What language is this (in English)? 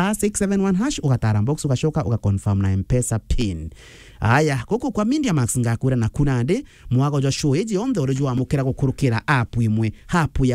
Meru